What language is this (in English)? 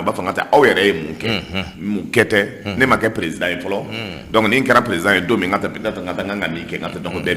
Bambara